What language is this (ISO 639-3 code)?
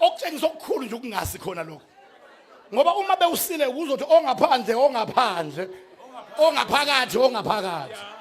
zul